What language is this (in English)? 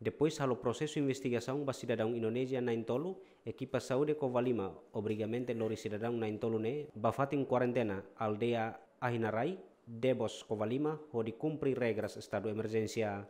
Tetum